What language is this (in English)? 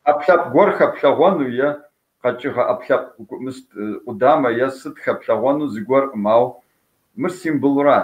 Kabardian